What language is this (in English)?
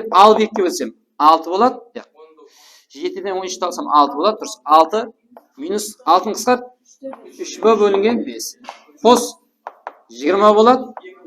Kara-Kalpak